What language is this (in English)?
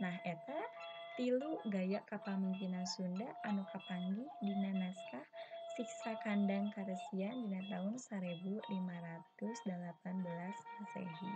Sundanese